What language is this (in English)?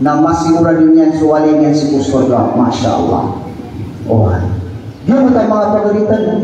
Maranao